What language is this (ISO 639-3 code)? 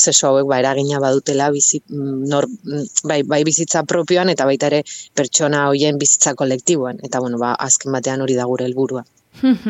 eus